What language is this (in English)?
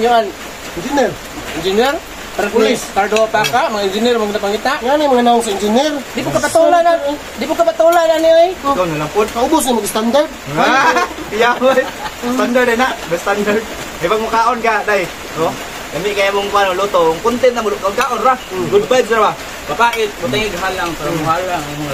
Cebuano